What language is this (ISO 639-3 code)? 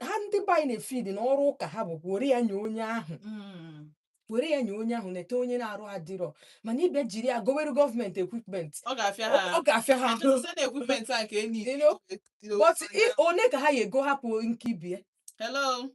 ibo